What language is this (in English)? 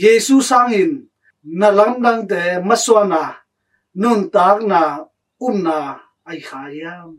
Tedim Chin